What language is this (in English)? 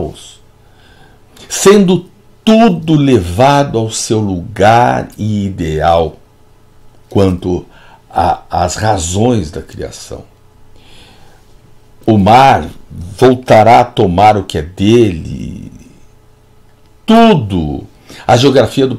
Portuguese